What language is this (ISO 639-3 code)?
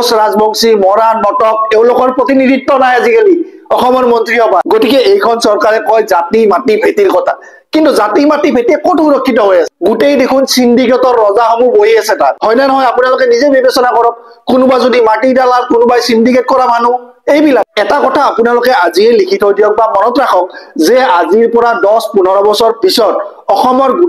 asm